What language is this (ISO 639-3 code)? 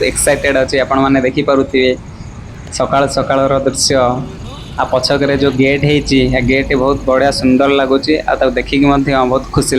ori